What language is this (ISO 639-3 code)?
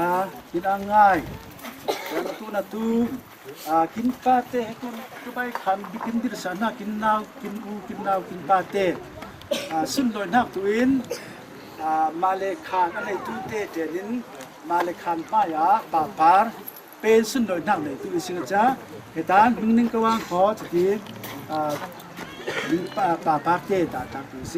cfm